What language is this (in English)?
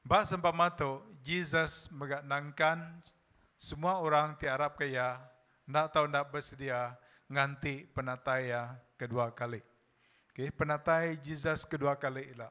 Iban